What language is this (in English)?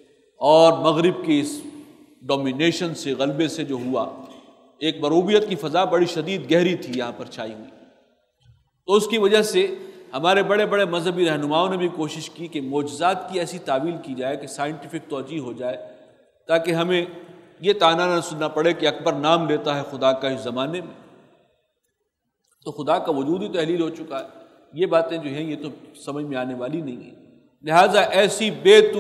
Urdu